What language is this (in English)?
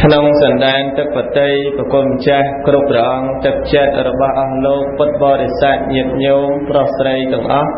Khmer